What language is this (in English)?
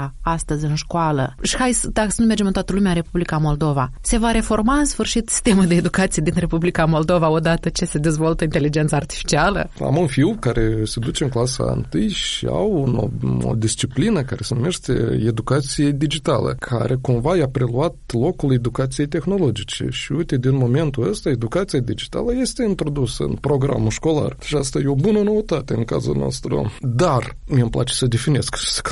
Romanian